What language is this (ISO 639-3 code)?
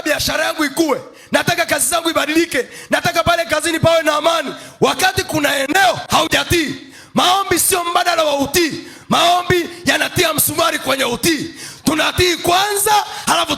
swa